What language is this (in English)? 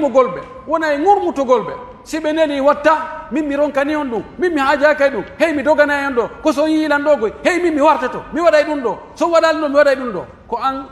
Pular